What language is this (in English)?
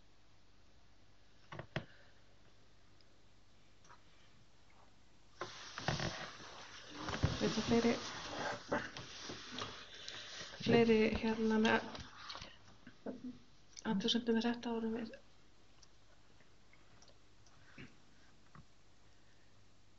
Icelandic